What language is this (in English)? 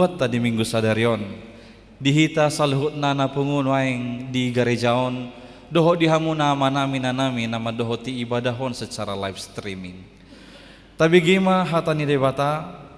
Batak Toba